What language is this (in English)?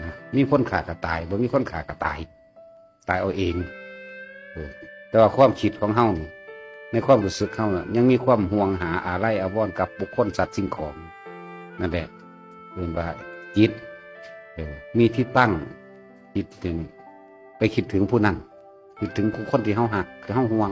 Northeastern Thai